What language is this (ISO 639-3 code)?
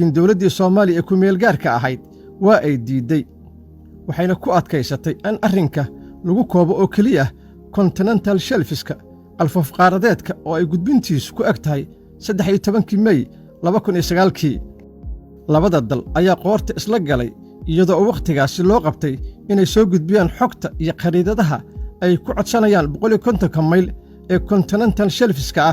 som